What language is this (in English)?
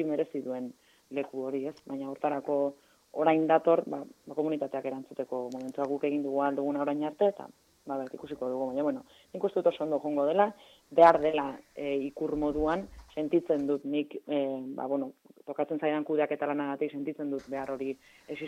Basque